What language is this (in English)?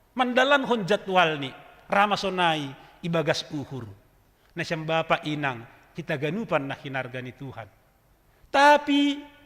Batak Simalungun